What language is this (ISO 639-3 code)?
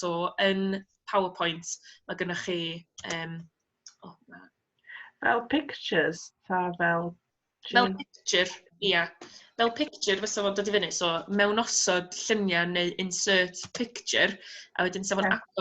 cym